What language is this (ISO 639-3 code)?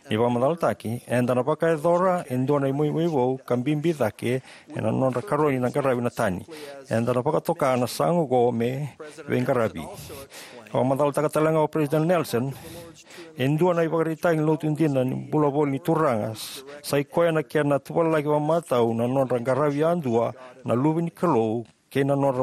fij